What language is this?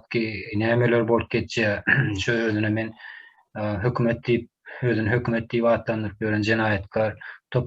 Turkmen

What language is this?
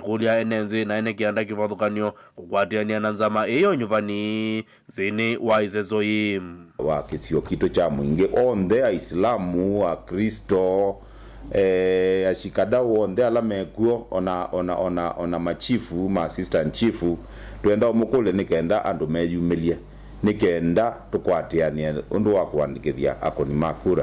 Kamba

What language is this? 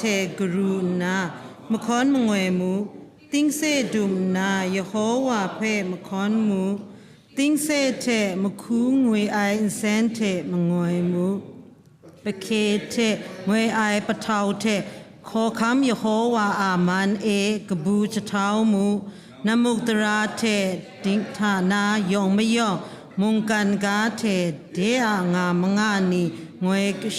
Kachin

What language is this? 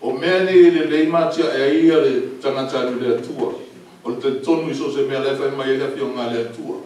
Samoan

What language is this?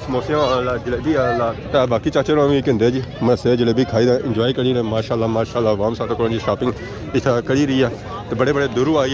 Pahari-Potwari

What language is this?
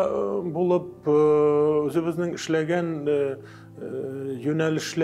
Tatar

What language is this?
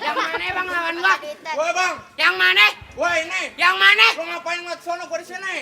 Betawi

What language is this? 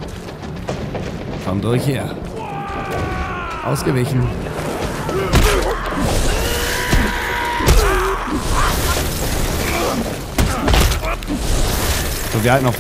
German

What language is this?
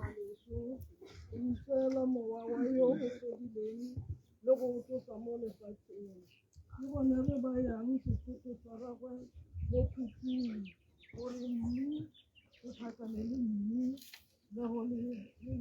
Tswana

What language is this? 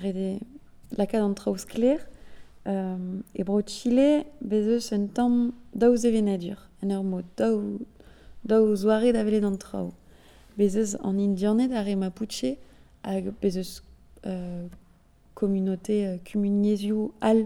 Breton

